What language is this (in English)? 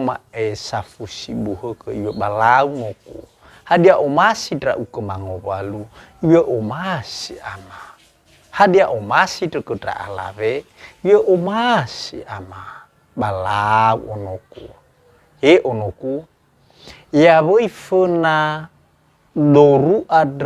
Nias